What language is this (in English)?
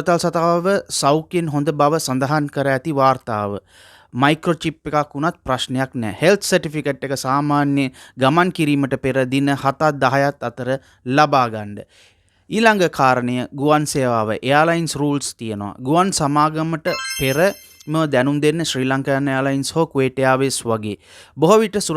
Sinhala